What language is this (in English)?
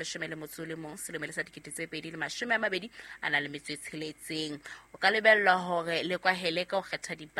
Southern Sotho